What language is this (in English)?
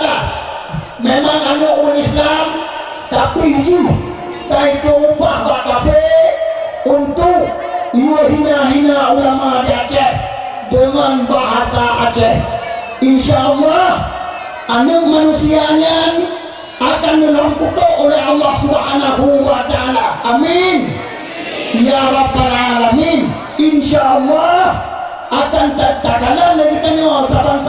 Achinese